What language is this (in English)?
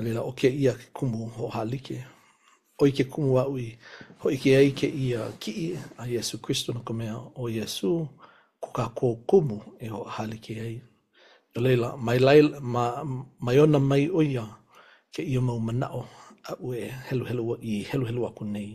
Hawaiian